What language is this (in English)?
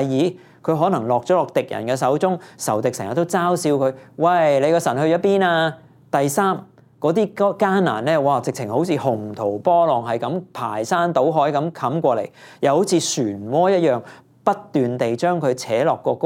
Cantonese